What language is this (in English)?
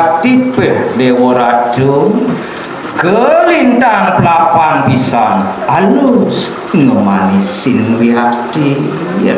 Balinese